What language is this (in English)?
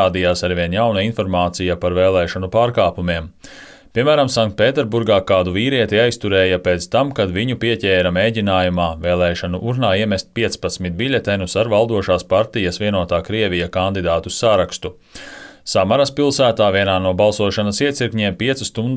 Latvian